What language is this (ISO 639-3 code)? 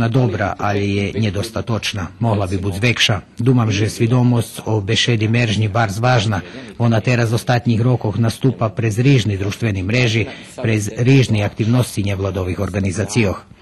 rue